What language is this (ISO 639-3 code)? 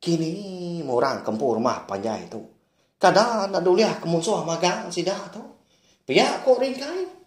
iba